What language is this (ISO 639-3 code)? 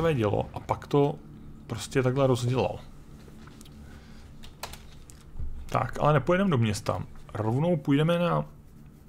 ces